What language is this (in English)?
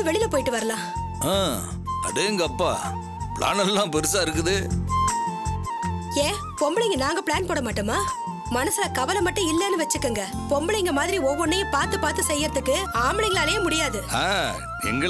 Tamil